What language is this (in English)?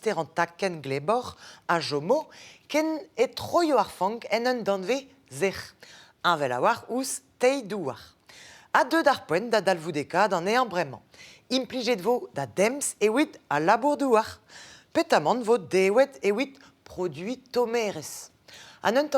Breton